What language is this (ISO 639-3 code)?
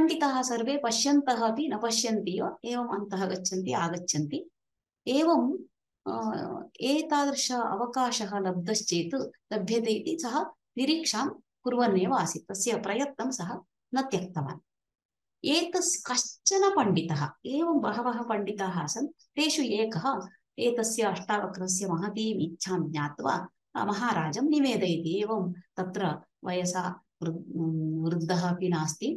san